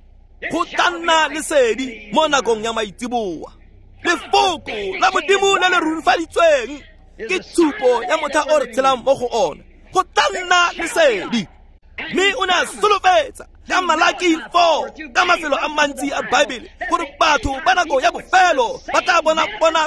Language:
Tswana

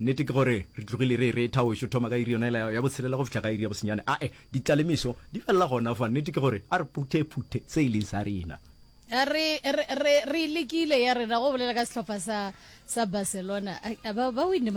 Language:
Northern Sotho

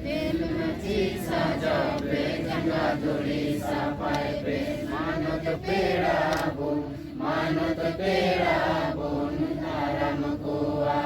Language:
Santali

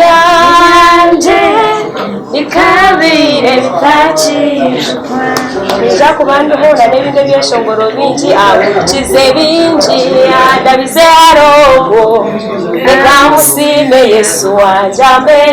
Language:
Nyankole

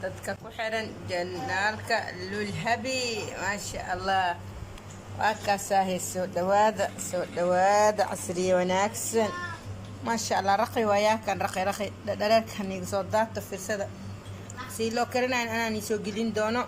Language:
Somali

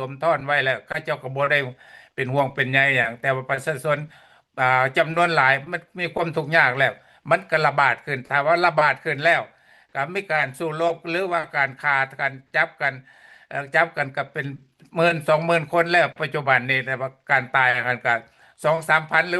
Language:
Lao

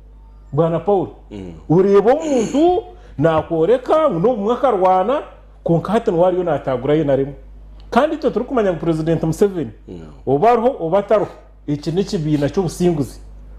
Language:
Nyankole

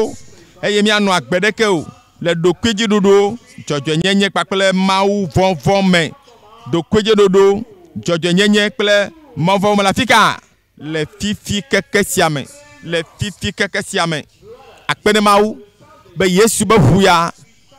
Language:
Ewe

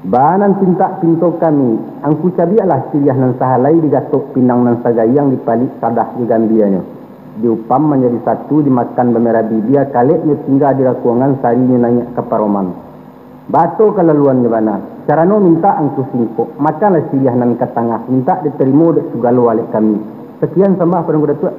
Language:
Minangkabau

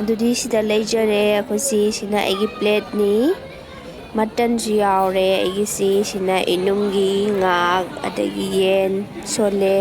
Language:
Manipuri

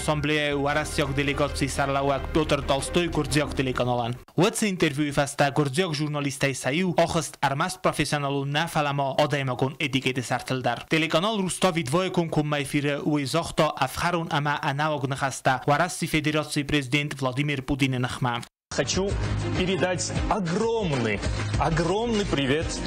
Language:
Ossetic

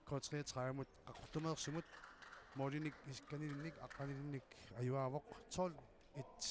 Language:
Kalaallisut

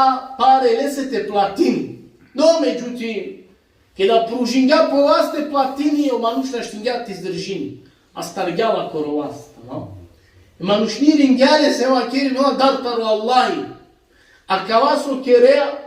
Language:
Balkan Romani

